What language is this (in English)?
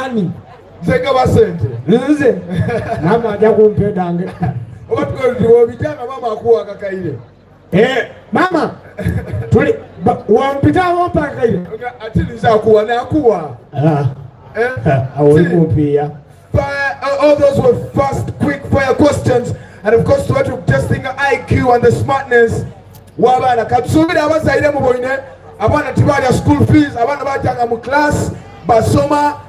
Soga